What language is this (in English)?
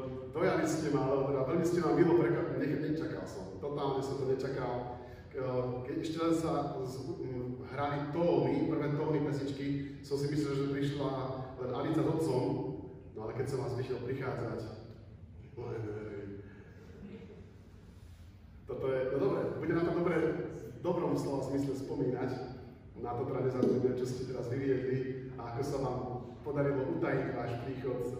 Slovak